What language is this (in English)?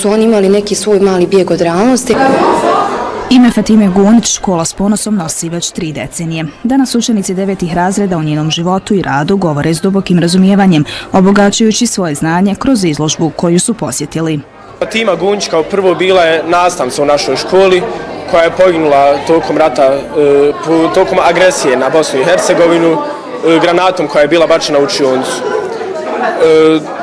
Bosnian